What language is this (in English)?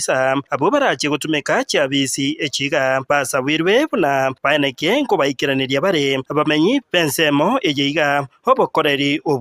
Gusii